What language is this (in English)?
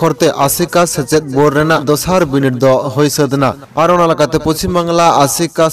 Santali